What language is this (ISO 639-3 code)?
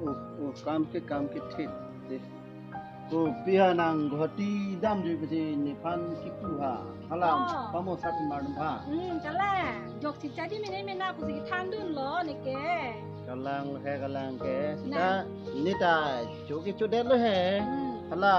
mjw